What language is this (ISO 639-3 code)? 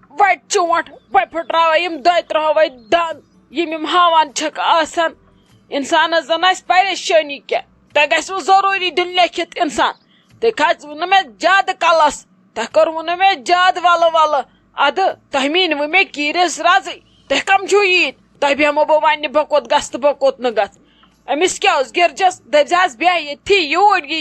kas